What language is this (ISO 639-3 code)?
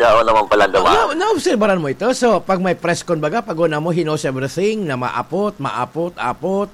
bik